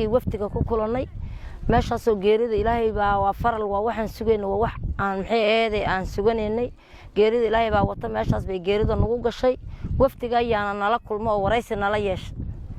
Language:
Somali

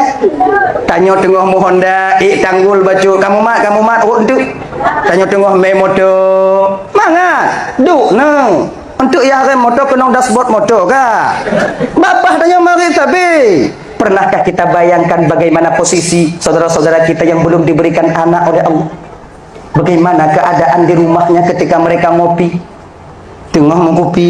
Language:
Achinese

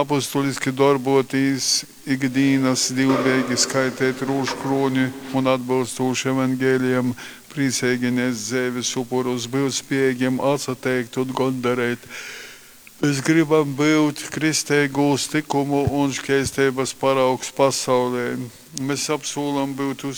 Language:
Latgalian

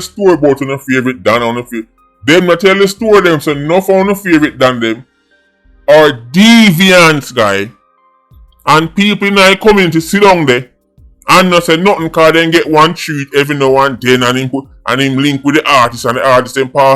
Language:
Jamaican Creole English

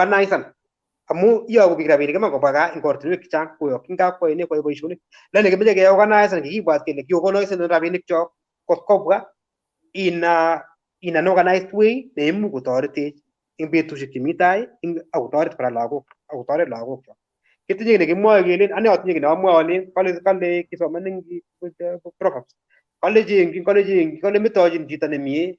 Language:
Kalenjin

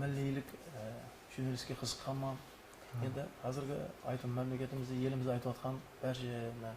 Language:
Kara-Kalpak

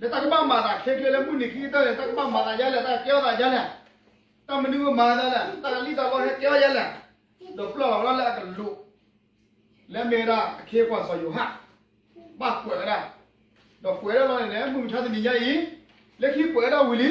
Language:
S'gaw Karen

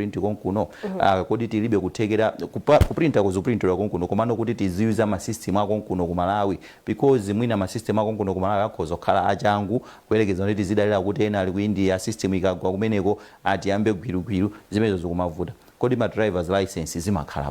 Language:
Nyanja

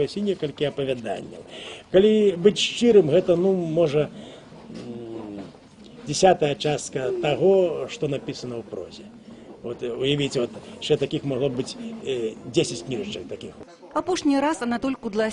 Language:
Belarusian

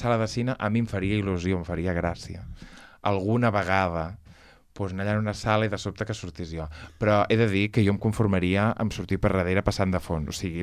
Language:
Catalan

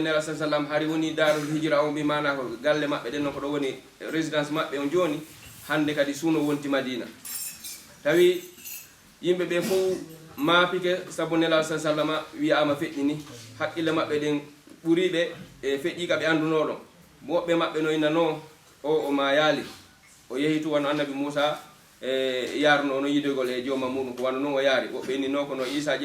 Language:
Fula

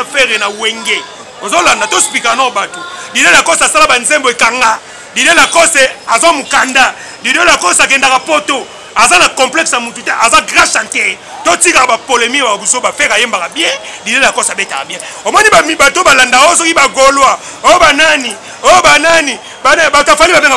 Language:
Lingala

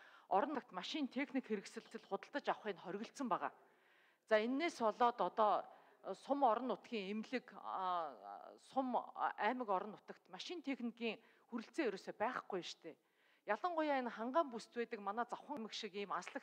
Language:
Mongolian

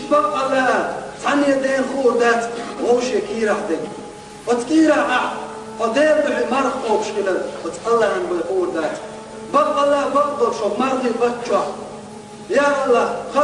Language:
Chechen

